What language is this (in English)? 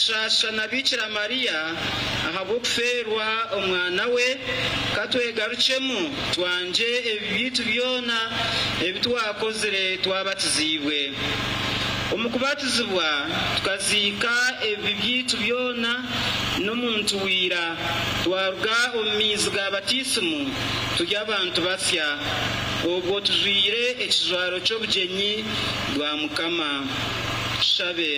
Nyankole